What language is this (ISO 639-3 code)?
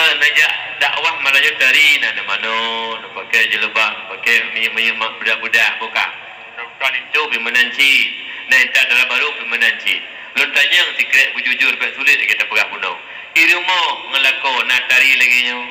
ace